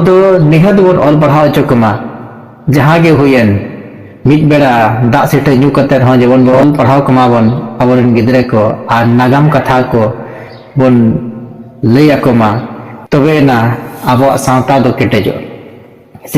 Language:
Santali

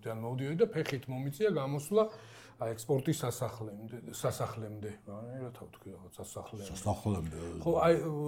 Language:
Georgian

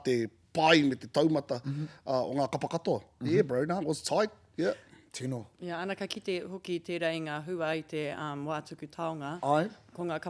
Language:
Māori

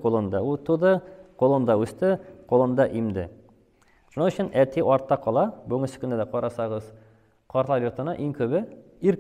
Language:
Tatar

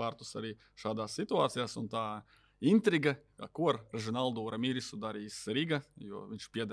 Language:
Latvian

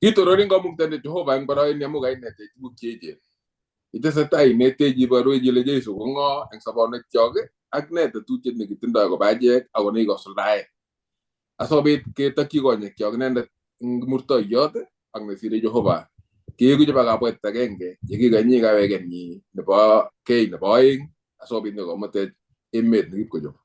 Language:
Kalenjin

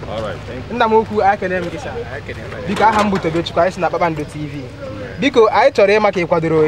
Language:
Igbo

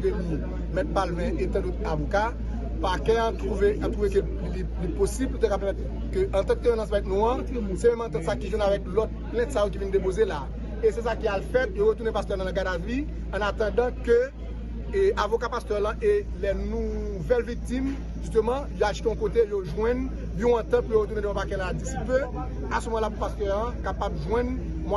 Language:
Haitian Creole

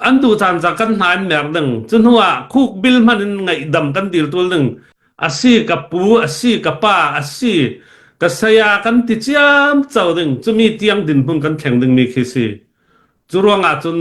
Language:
Hakha Chin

